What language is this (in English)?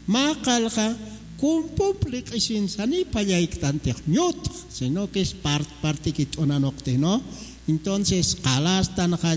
Aymara